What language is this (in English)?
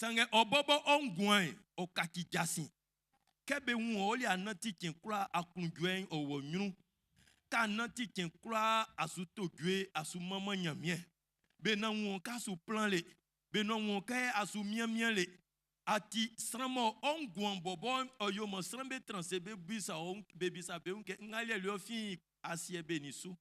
Baoulé